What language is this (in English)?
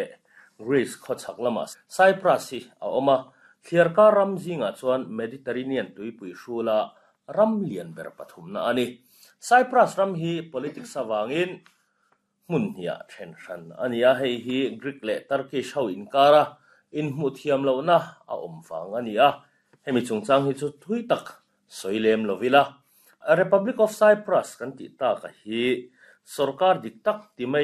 Mizo